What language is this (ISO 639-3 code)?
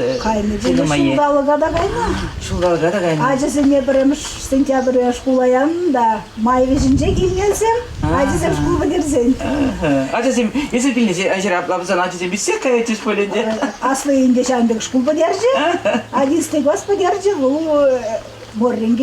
chv